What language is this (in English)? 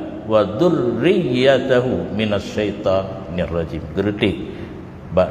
Achinese